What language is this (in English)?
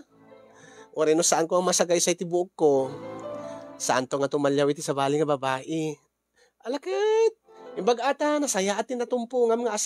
Iloko